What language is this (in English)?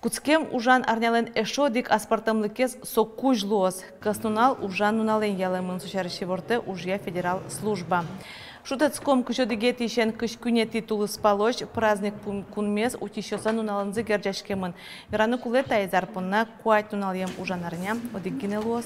Udmurt